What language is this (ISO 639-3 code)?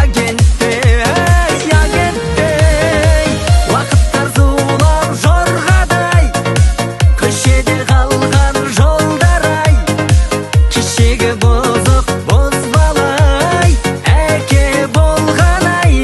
kaa